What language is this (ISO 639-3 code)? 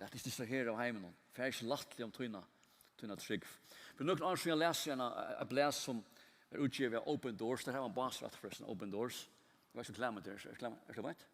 fao